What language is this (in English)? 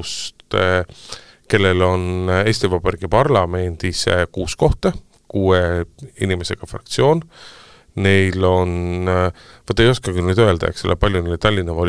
Estonian